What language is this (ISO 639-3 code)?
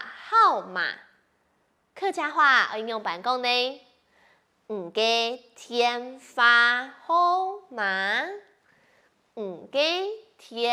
hak